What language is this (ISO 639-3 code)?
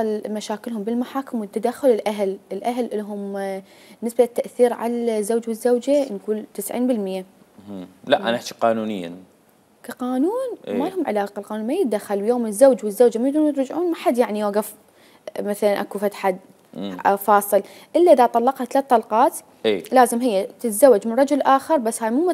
acm